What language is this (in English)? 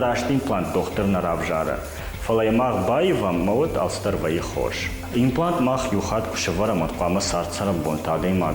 Ossetic